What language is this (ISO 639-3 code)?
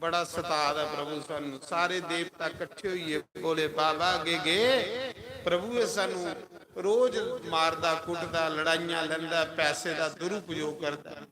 doi